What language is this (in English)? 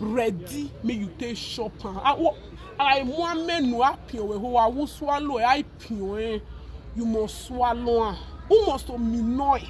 Nigerian Pidgin